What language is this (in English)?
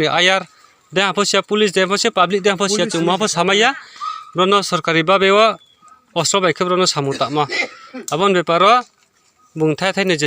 Riang (India)